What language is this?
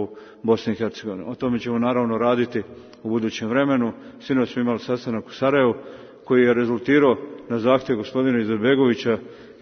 Serbian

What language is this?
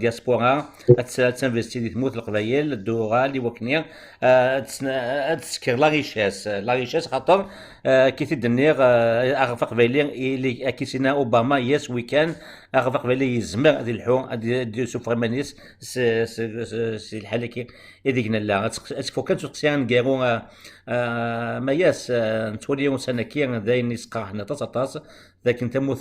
Kabyle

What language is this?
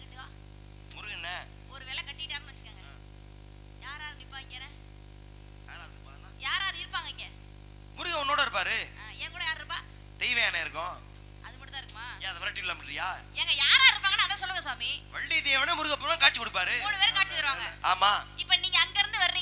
Tamil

